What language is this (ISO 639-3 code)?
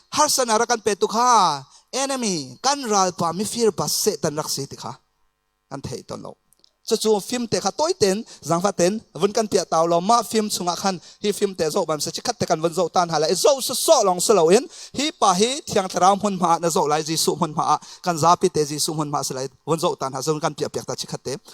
cnh